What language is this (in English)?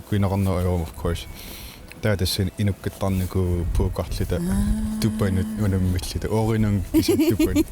Kalaallisut